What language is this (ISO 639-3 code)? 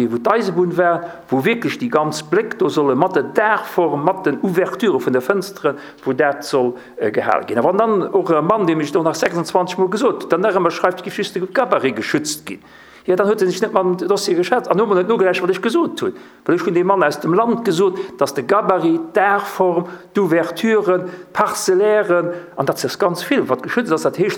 ltz